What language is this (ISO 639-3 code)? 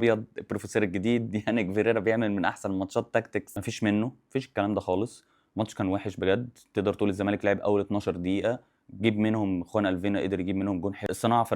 arz